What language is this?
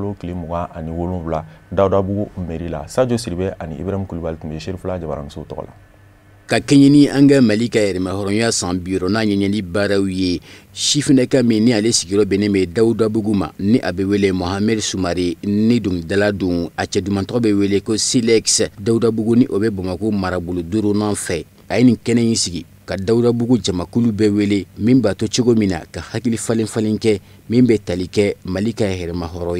Bambara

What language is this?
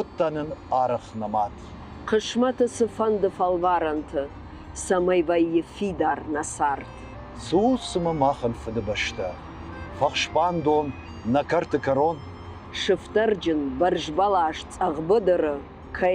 Ossetic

